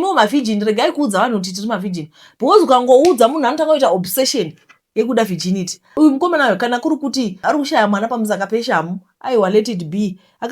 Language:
Shona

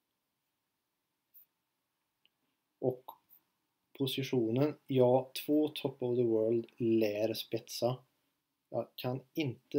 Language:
Swedish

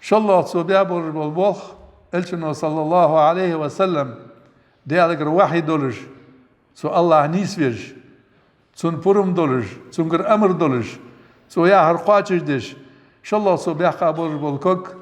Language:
Ingush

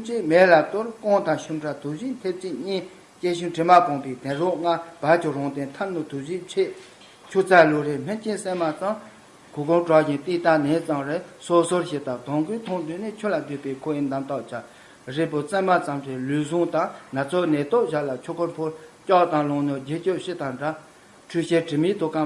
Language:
Tibetan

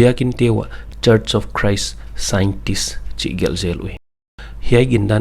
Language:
Paite Chin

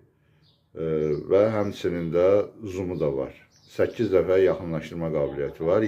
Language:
Azerbaijani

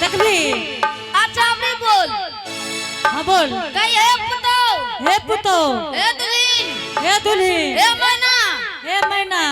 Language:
Angika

